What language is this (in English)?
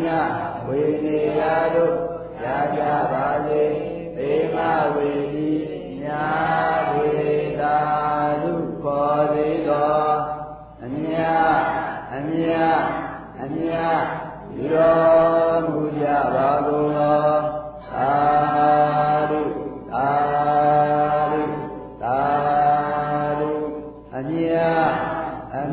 Burmese